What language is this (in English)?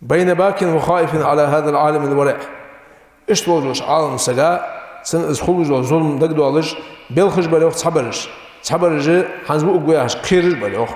Ingush